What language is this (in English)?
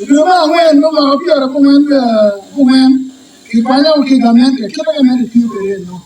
Acoli